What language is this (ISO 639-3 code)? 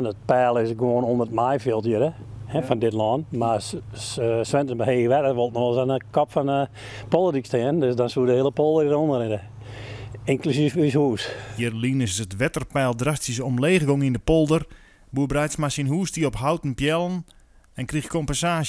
fry